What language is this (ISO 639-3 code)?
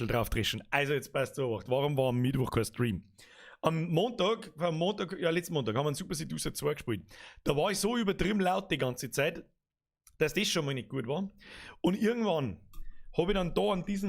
bar